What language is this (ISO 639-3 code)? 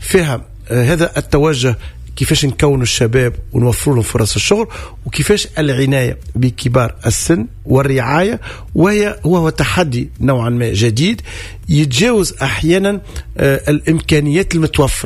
aeb